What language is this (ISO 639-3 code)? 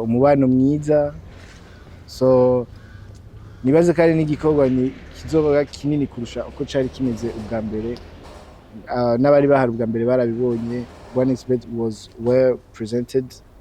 run